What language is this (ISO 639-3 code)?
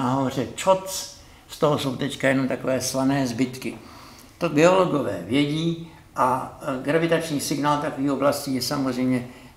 ces